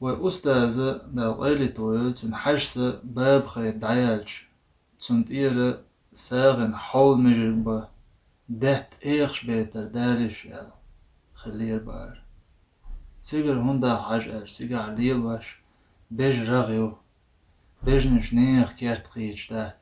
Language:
Chechen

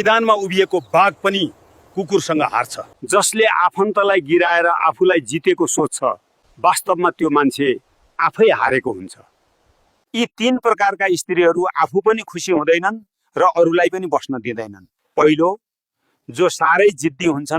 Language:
Nepali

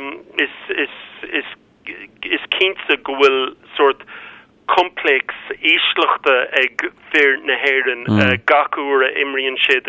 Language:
Irish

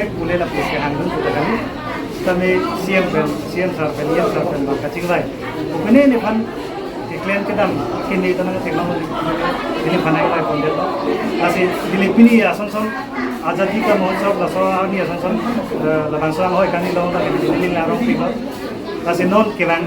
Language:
Karbi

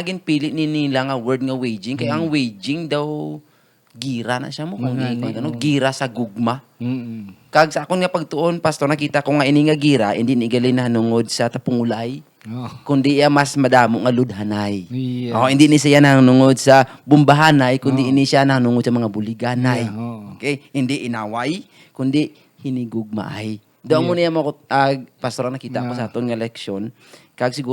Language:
Hiligaynon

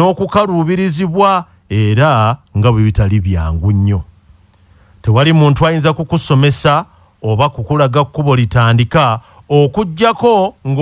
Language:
Ganda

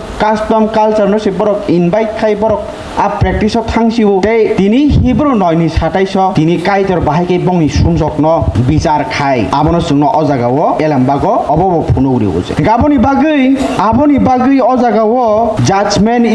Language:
Kok Borok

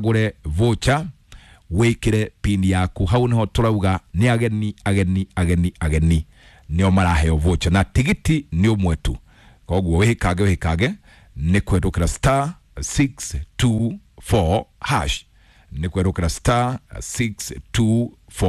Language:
Kikuyu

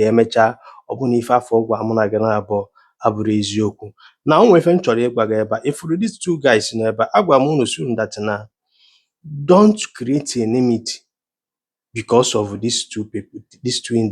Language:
Igbo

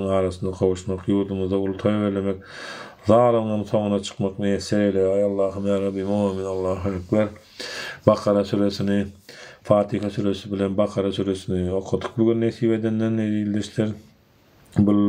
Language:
Turkmen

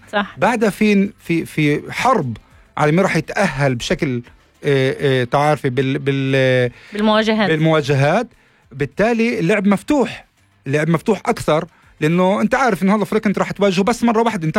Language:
North Levantine Arabic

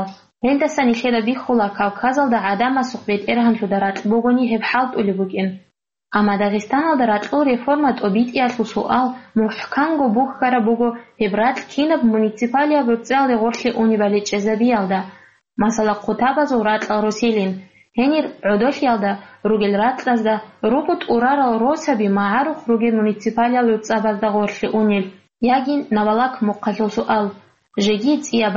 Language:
Avaric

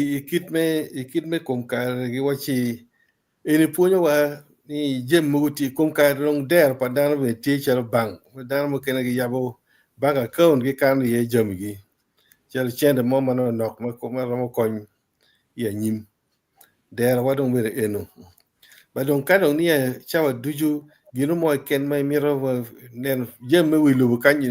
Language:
Acoli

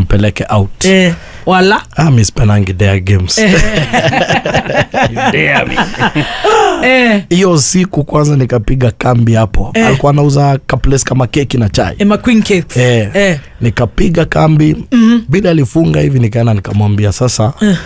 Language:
Kikuyu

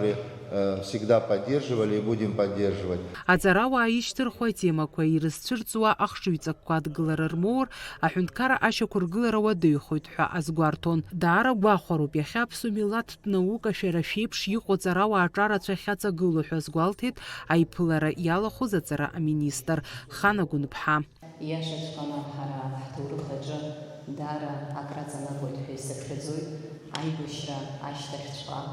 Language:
Abkhazian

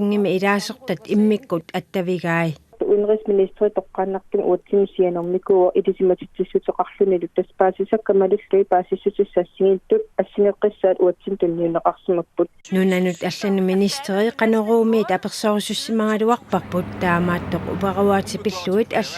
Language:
Kalaallisut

